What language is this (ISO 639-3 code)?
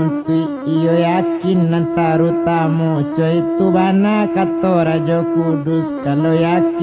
min